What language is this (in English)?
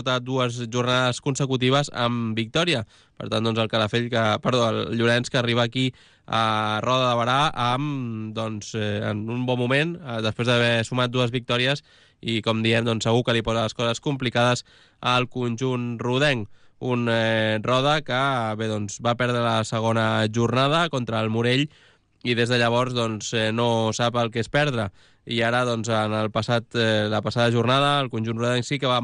Catalan